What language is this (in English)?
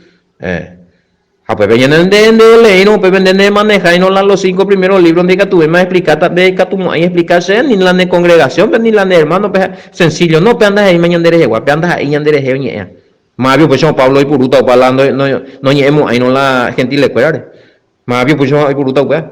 Guarani